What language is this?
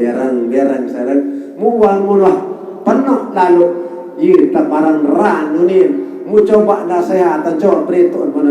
Sasak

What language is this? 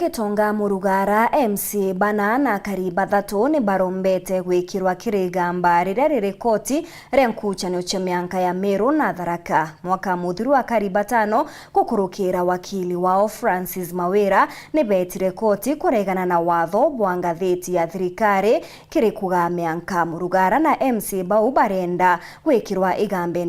Meru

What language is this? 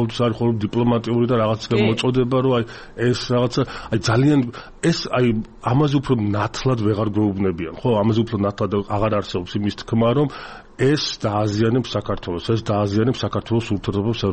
Georgian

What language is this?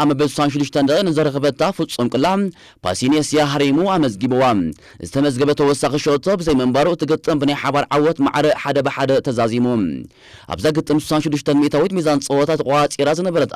Tigrinya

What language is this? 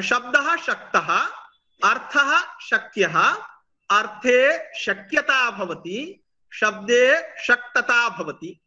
Sanskrit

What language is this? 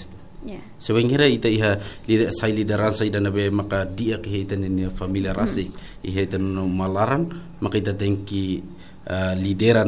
Tetum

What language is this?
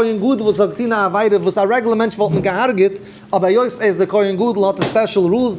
Yiddish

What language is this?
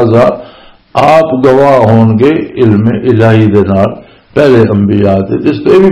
Western Panjabi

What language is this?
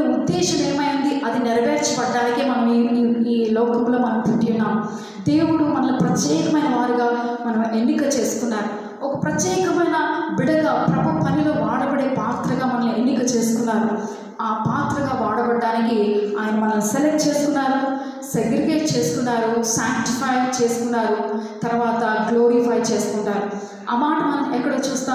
Telugu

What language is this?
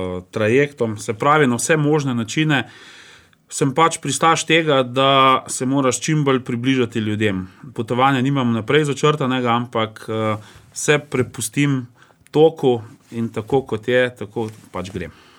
Slovenian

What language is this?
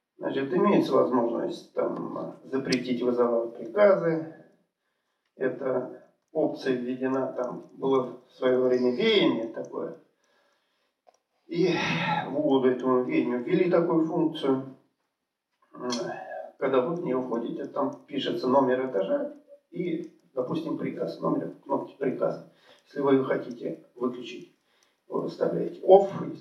Russian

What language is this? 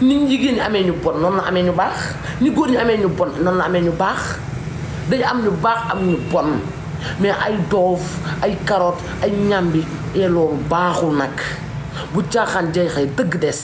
Wolof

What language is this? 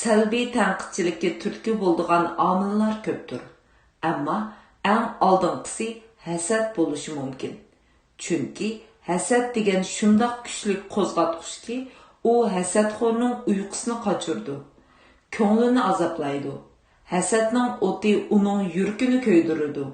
Uyghur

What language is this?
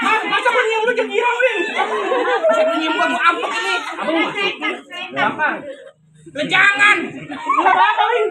Betawi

